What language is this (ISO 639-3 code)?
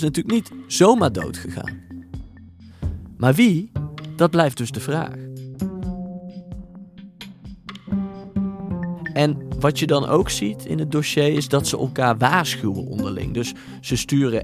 nld